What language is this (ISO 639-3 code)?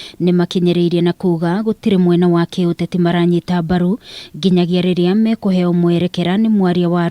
kik